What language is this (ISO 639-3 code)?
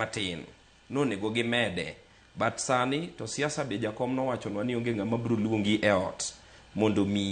luo